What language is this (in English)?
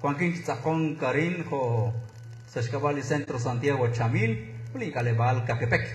Kekchí